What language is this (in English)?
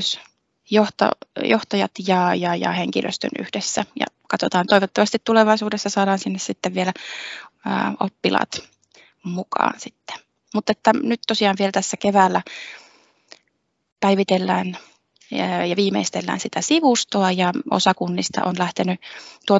Finnish